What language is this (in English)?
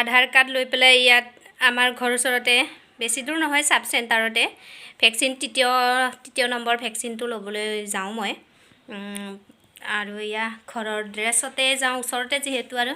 Assamese